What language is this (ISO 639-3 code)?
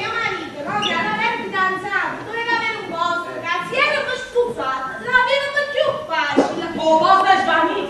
nap